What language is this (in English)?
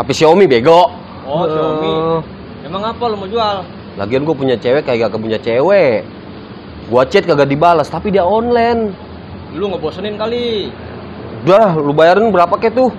Betawi